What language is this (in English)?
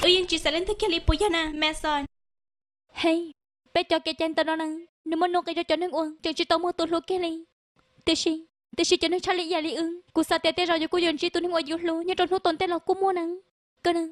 Hmong